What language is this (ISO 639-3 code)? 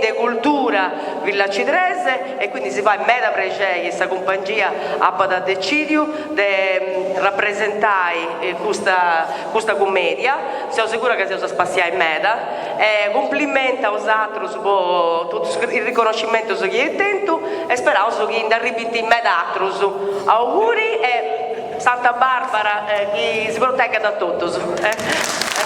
srd